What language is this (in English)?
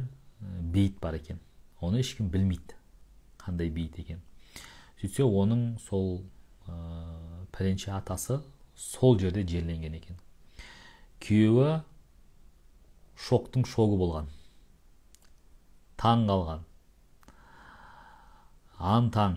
Kazakh